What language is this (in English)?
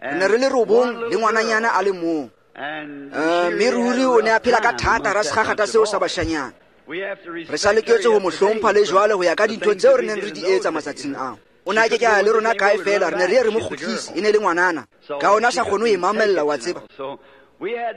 Tswana